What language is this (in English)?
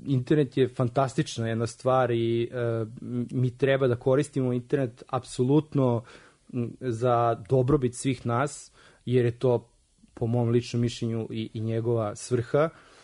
Serbian